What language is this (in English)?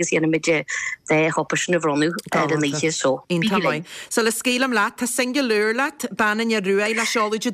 Irish